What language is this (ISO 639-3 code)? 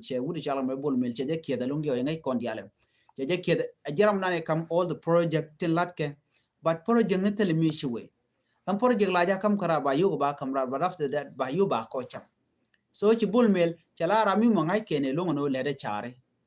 nus